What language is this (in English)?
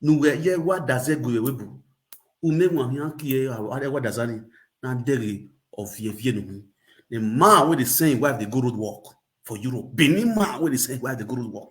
Nigerian Pidgin